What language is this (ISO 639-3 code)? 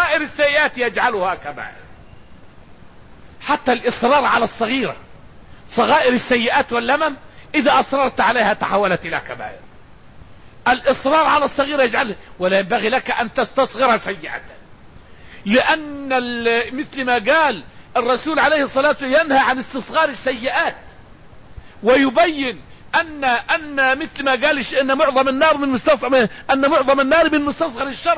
ara